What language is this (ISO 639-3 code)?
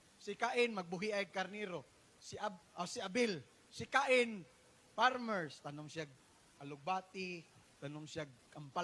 ceb